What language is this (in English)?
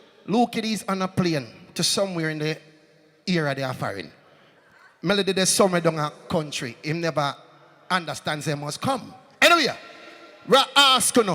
Jamaican Creole English